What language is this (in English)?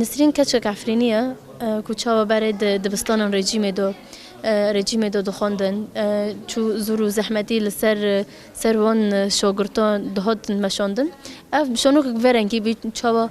Kurdish